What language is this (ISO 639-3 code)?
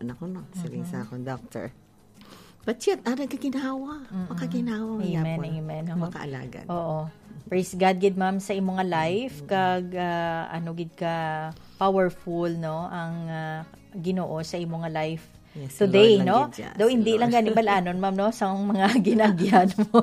hil